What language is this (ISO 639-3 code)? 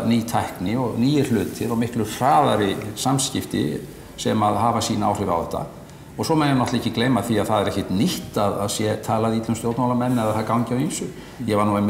isl